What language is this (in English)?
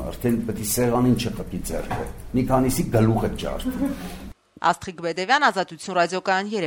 Armenian